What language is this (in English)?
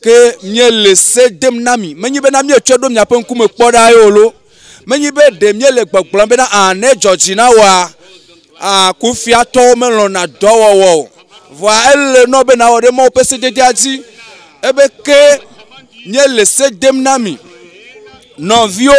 Ewe